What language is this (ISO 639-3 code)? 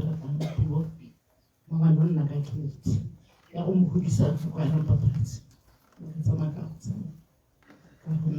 tsn